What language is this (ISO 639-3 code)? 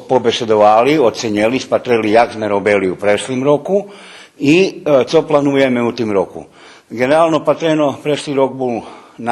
rue